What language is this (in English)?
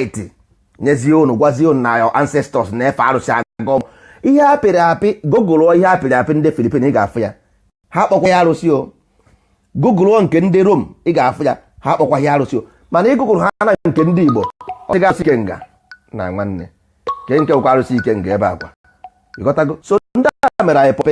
Igbo